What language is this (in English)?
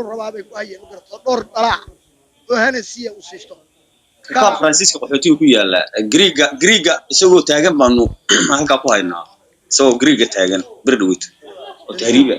Somali